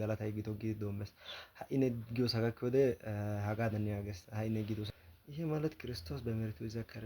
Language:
Amharic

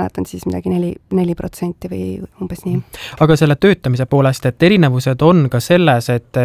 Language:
Estonian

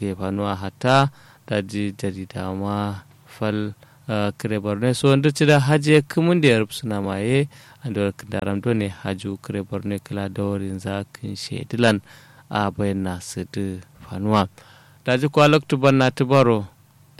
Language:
Kanuri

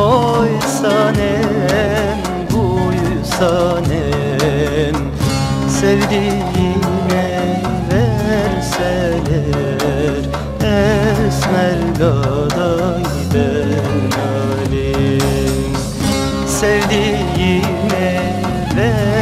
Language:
Zaza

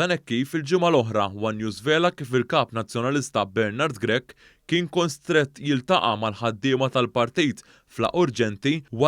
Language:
Maltese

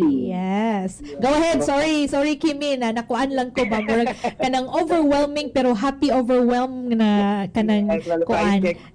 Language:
Cebuano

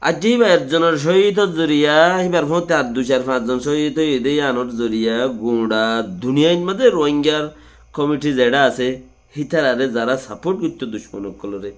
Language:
Rohingya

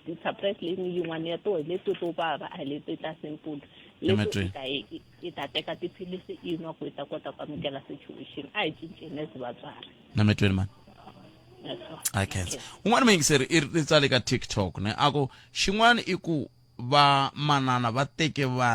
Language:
Tsonga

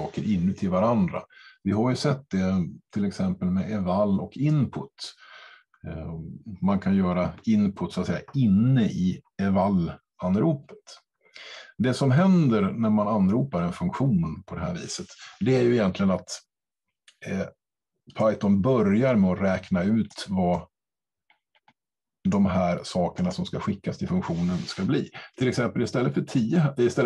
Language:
Swedish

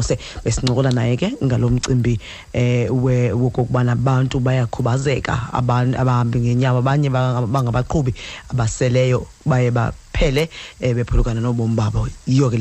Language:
Xhosa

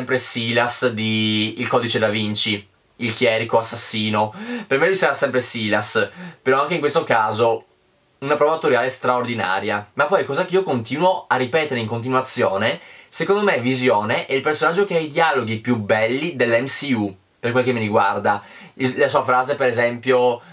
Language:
Italian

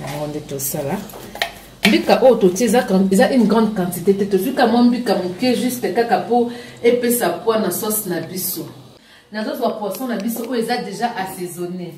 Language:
Lingala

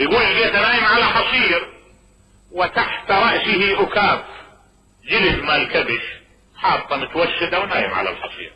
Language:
Mesopotamian Arabic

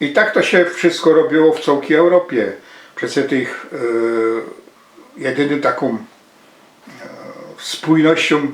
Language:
Silesian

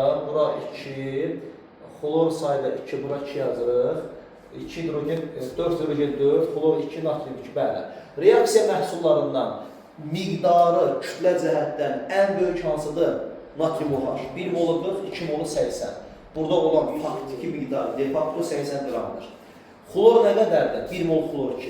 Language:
Azerbaijani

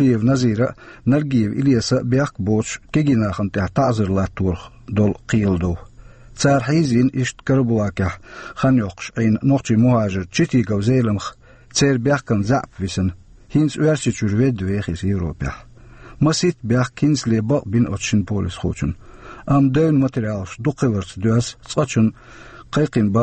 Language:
Chechen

